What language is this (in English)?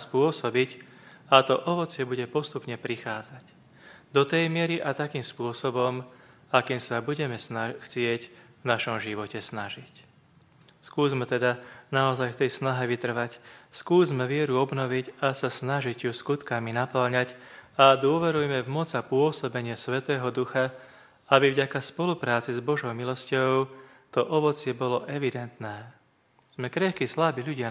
Slovak